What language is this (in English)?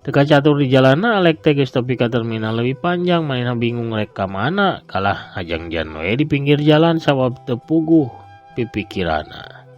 Sundanese